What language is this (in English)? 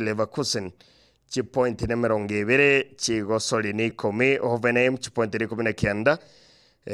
Gusii